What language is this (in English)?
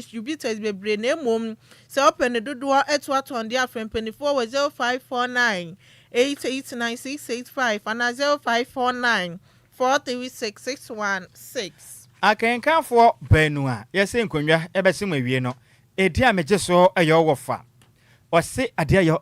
Akan